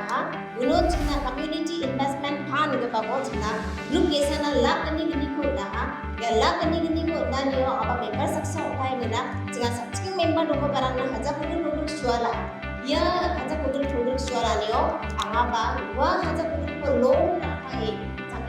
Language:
Garo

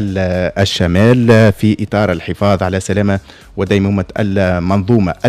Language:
Tunisian Arabic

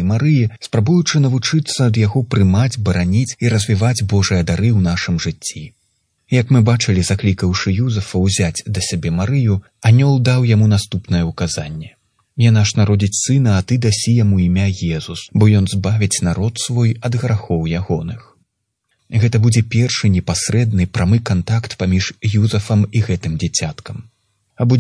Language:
Belarusian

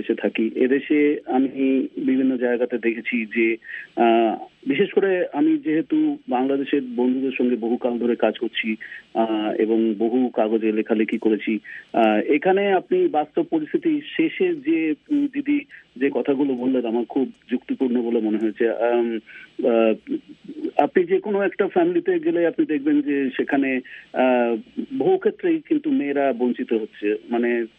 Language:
Bangla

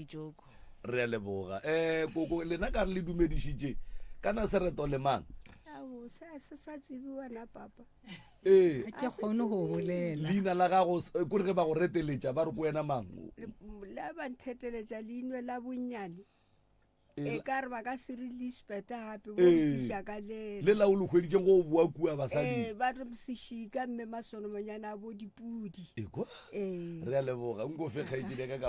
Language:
Northern Sotho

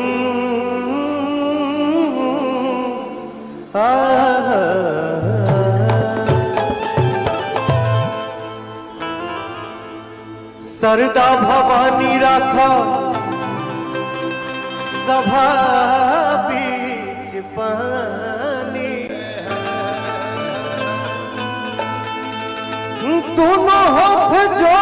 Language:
Bhojpuri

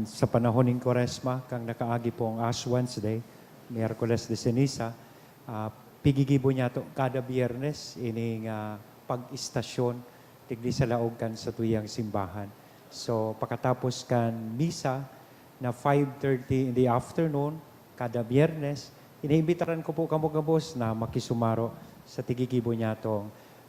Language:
Bikol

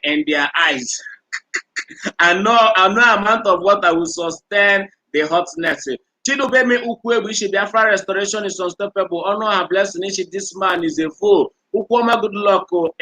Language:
Igbo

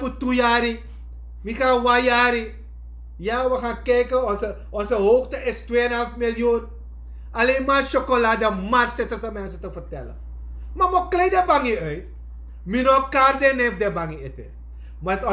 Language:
Sranan Tongo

